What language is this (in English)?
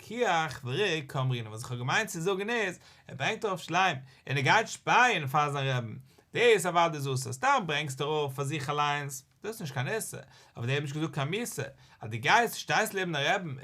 Yiddish